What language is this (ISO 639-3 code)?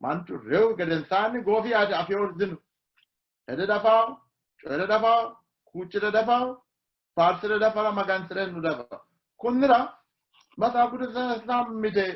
sid